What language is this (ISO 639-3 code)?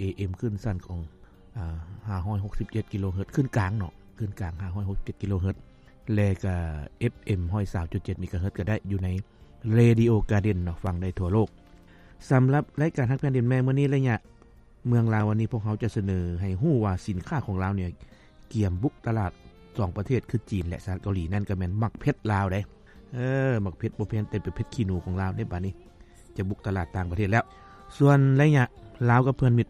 lao